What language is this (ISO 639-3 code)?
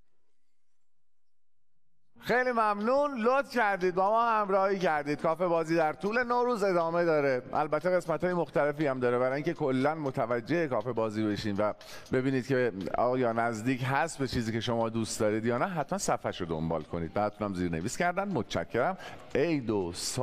fas